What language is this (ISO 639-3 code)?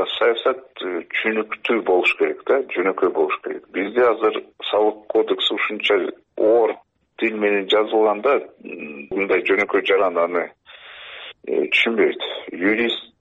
kir